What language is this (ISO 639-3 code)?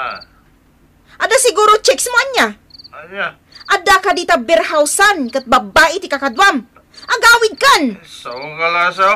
ilo